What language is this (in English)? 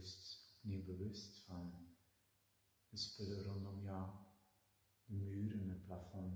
Dutch